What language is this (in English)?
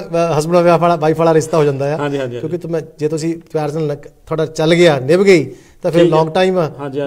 Punjabi